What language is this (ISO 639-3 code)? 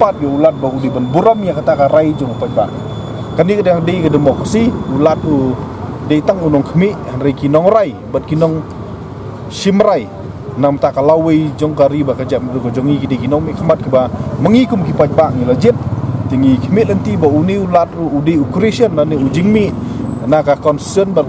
kha